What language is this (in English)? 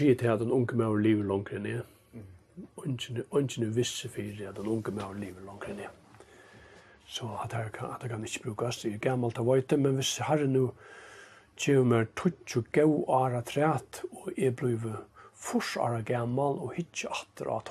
Faroese